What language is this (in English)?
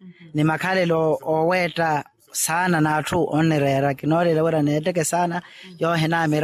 Makhuwa